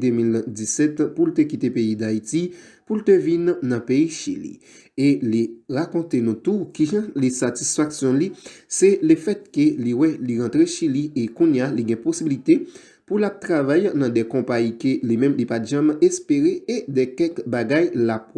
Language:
Haitian Creole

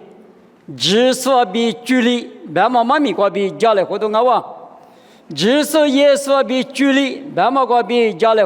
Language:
Lisu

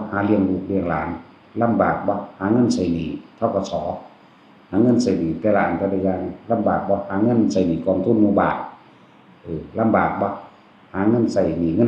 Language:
Northeastern Thai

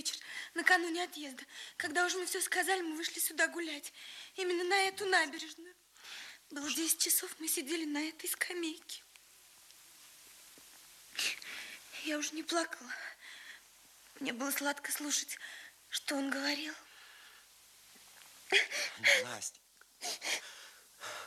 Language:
Russian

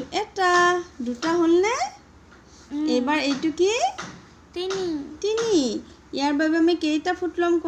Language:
Assamese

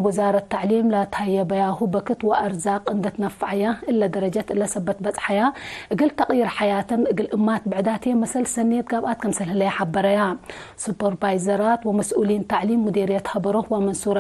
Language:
Tigre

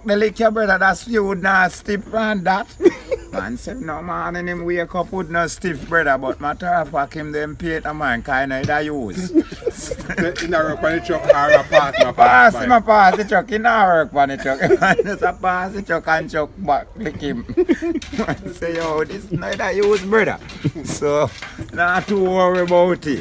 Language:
Jamaican Creole English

